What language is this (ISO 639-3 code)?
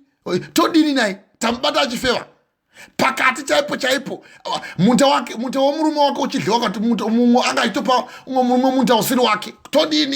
sna